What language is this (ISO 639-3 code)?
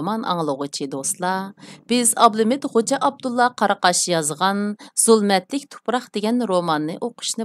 uig